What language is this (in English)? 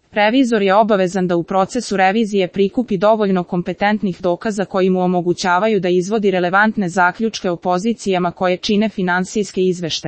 Serbian